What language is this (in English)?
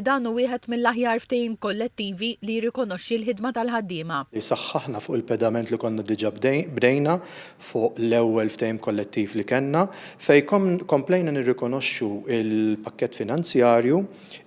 Maltese